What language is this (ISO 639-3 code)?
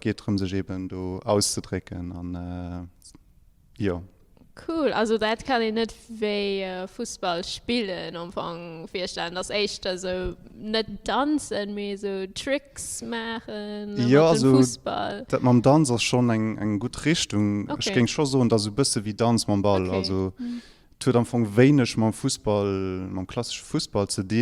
ltz